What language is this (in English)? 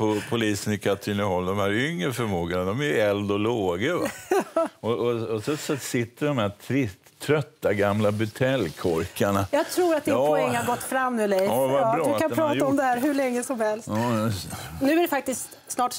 Swedish